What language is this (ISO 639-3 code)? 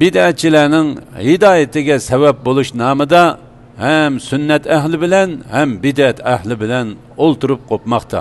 uig